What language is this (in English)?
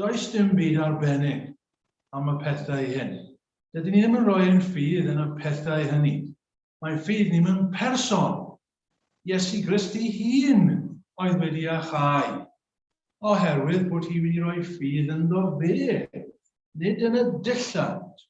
Welsh